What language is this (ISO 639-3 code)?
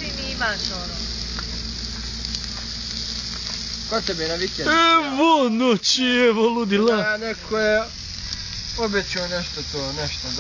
bos